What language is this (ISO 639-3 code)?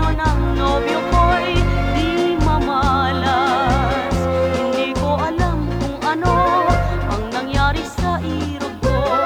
fil